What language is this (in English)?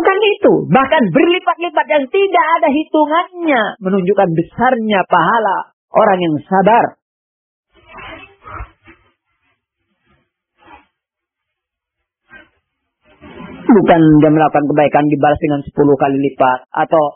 Indonesian